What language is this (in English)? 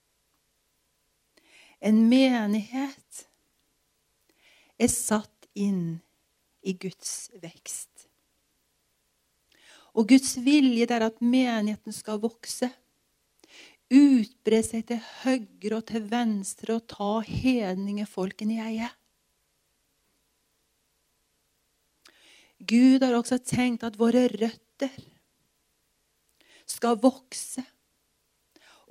Norwegian